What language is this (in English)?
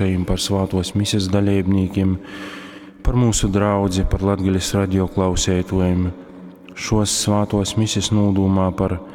Latgalian